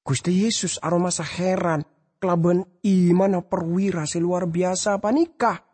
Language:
Madurese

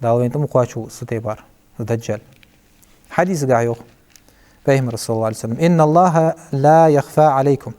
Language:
Ingush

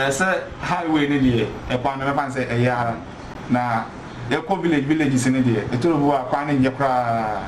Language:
Akan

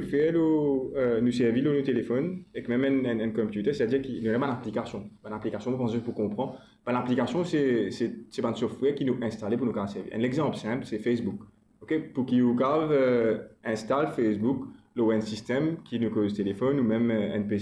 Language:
Morisyen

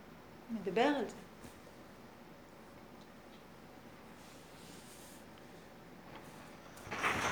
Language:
Hebrew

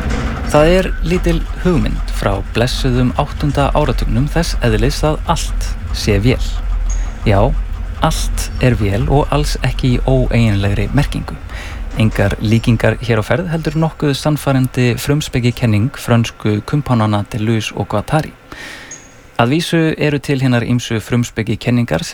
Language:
Icelandic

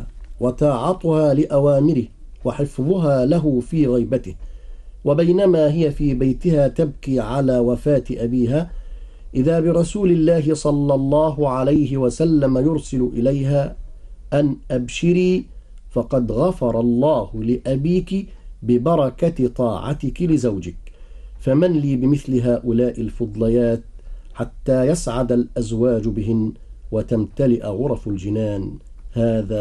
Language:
Arabic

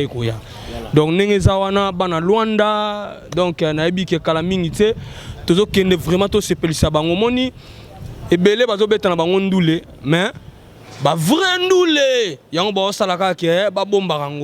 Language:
Lingala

